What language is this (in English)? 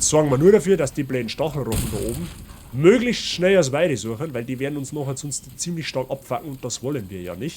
Bavarian